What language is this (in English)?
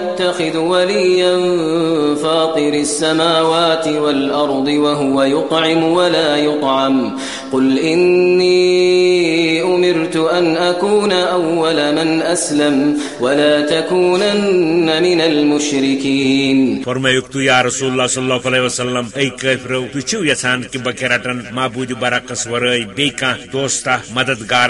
Kashmiri